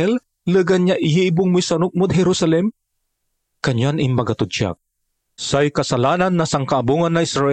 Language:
Pangasinan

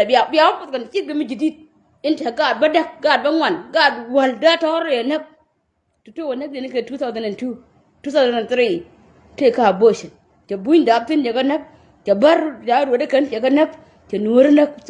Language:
Nuer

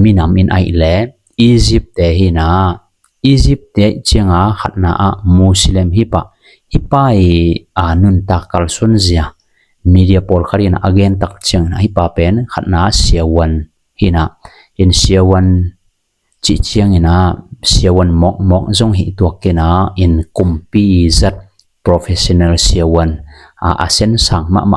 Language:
Tedim Chin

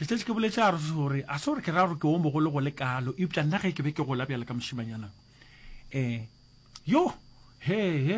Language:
Northern Sotho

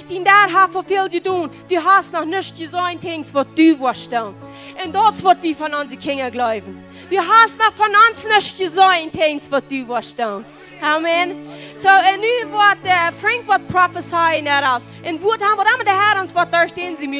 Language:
Plautdietsch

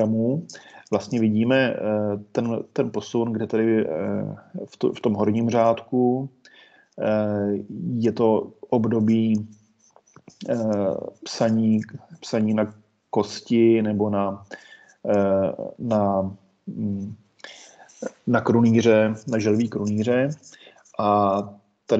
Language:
Czech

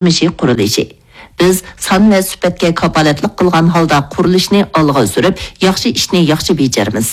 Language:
Uyghur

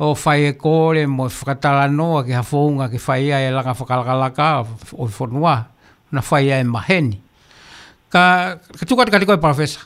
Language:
Tongan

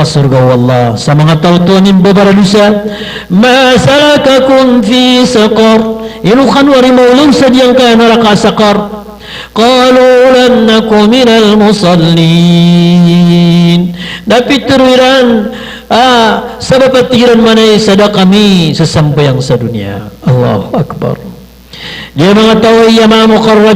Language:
Maranao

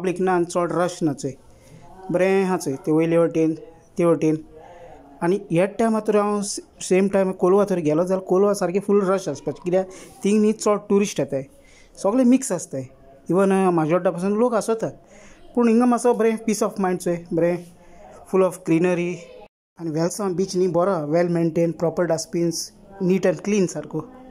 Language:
Konkani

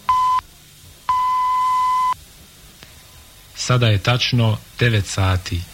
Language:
Bosnian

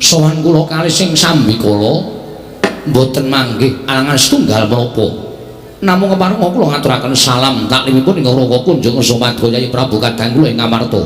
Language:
Javanese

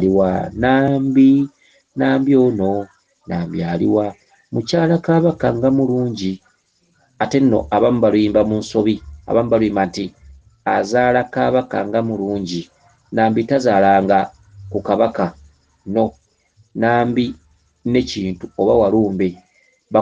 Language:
Ganda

